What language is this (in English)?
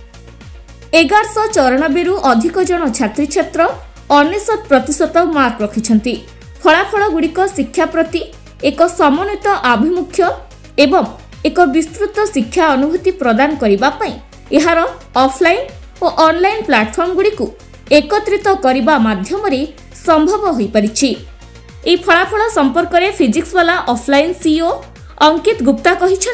Odia